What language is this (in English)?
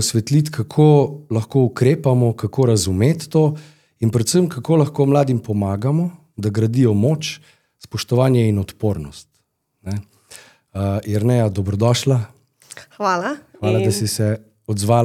Slovenian